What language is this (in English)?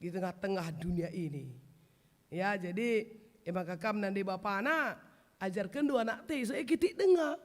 Batak Karo